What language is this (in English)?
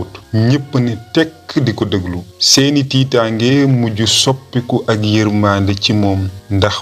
Wolof